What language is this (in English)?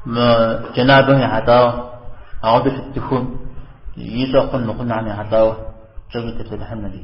Kabardian